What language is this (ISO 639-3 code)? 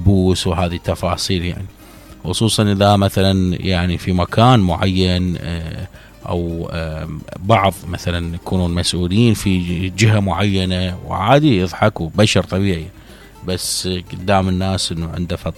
acm